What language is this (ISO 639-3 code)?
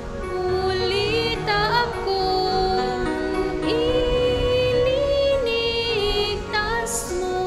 bik